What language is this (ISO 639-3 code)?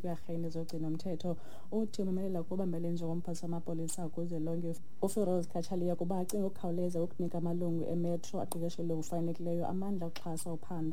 xho